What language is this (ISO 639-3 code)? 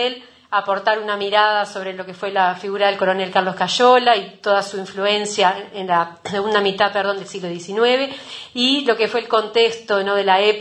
spa